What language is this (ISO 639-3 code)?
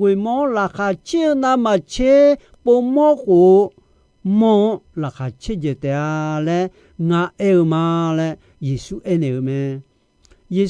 ahk